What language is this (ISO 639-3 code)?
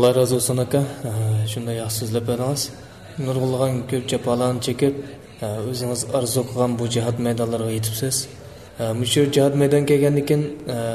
uig